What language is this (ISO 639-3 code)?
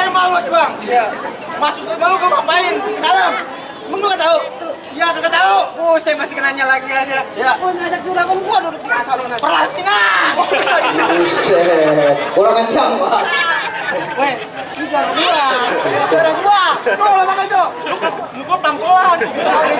bew